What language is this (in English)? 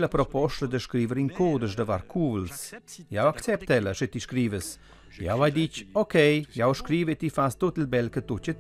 Romansh